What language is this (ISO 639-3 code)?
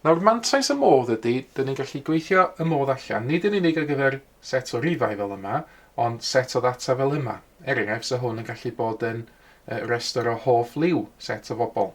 cym